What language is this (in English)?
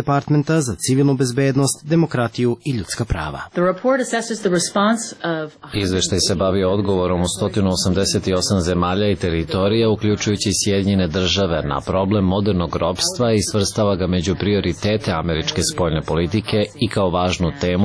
Serbian